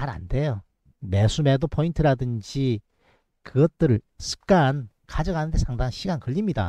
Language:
Korean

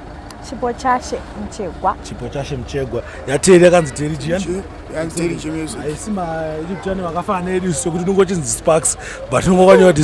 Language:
Shona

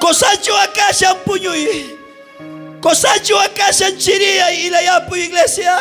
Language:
South Bolivian Quechua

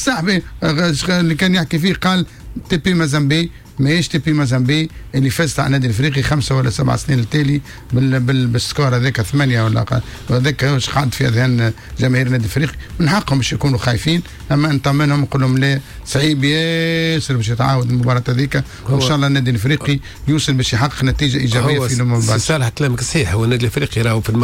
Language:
Tunisian Arabic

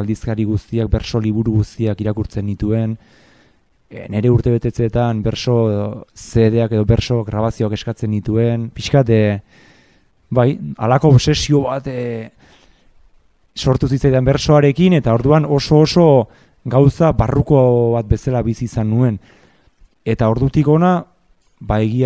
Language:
Basque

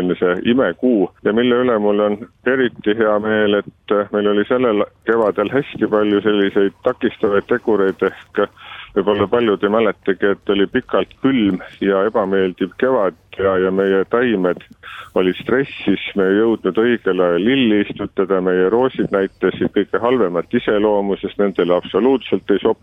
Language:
Estonian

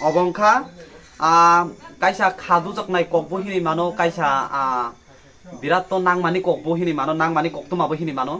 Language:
Kok Borok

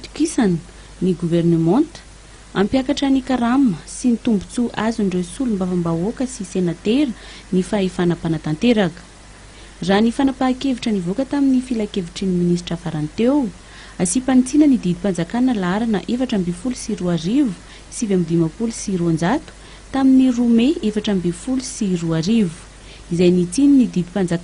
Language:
Malagasy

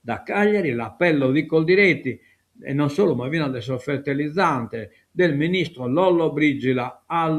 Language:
Sardinian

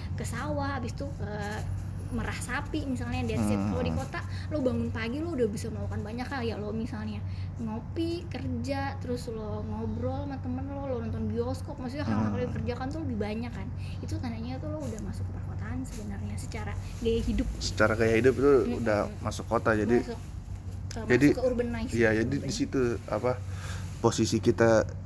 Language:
Indonesian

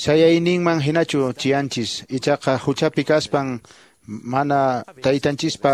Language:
Quechua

